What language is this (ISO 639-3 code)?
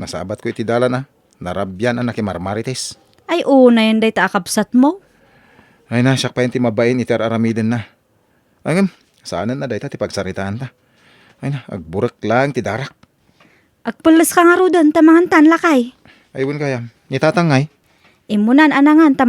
ilo